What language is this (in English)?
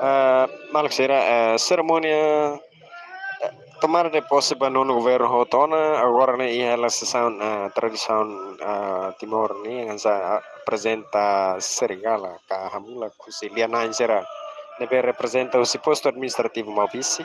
Tetum